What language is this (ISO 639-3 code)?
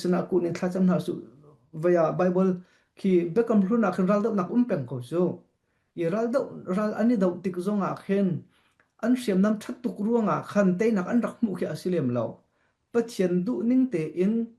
cnh